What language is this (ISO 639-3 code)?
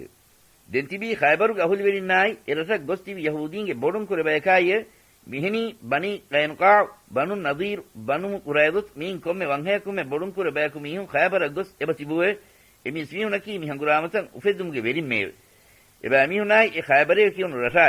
div